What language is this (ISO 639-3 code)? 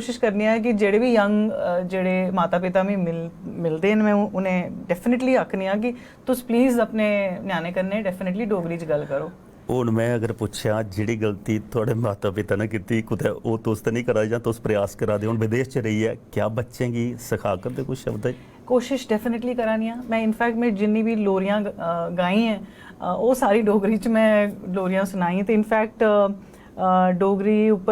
doi